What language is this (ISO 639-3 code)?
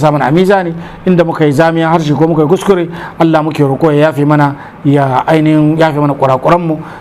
hau